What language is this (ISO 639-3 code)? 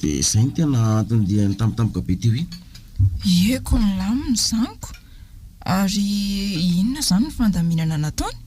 mlg